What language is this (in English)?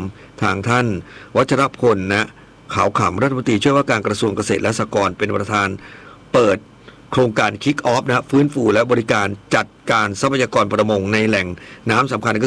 Thai